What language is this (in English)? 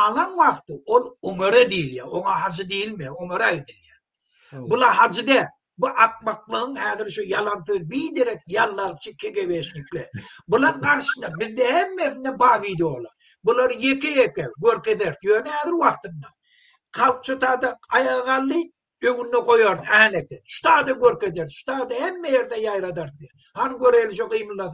Turkmen